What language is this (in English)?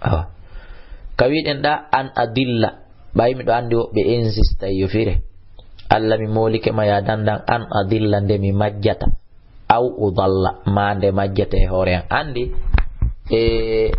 Fula